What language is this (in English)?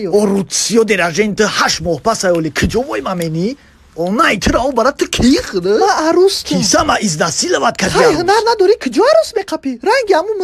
Tajik